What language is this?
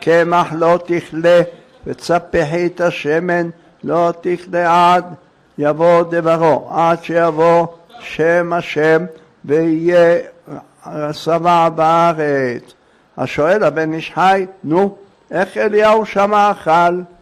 Hebrew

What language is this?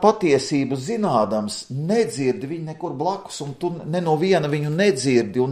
Latvian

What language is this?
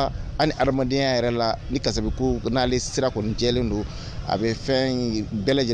Bambara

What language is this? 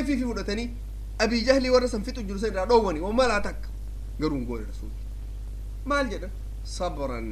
Oromo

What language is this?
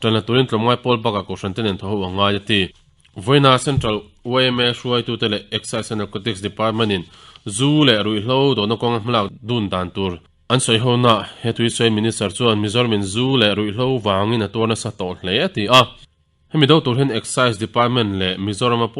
Mizo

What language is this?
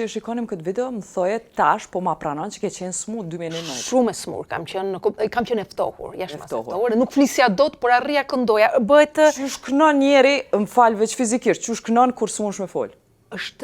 Albanian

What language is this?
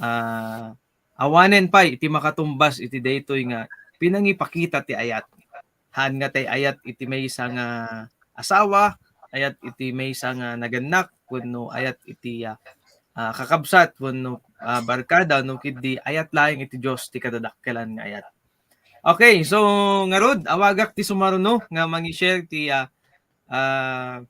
Iloko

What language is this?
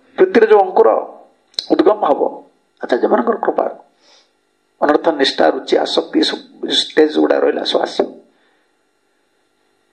Odia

